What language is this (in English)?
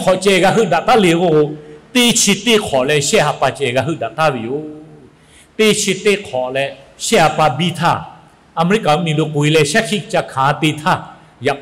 Lahu